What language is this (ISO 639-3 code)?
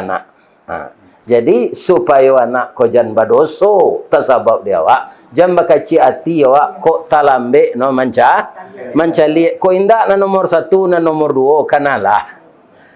min